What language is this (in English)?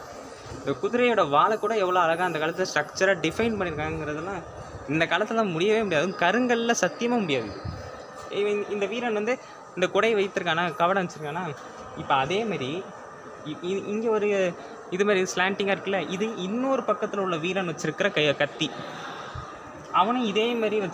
Tamil